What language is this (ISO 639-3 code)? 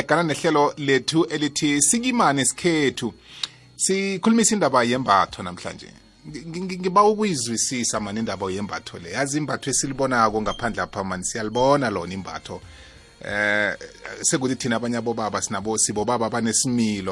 nbl